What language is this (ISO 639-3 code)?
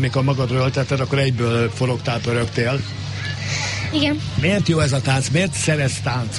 hun